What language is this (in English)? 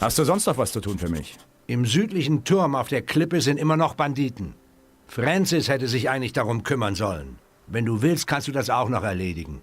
Bavarian